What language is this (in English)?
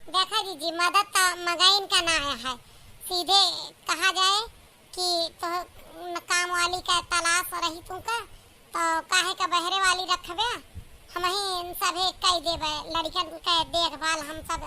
Awadhi